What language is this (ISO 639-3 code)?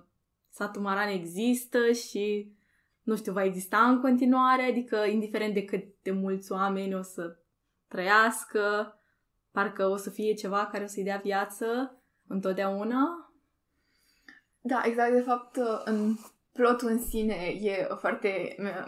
ron